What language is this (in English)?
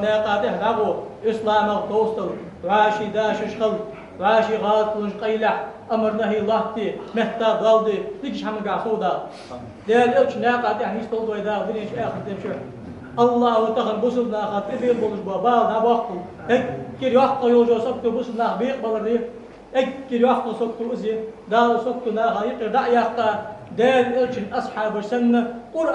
Ingush